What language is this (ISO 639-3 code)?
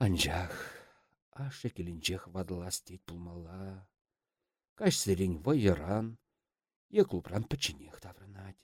chv